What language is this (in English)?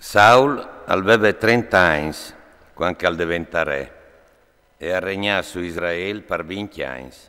Friulian